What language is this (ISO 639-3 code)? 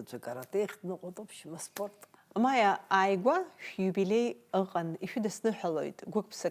abk